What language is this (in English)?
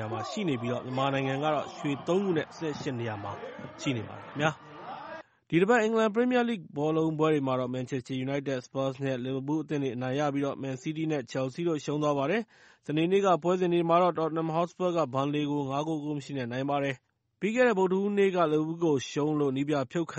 Burmese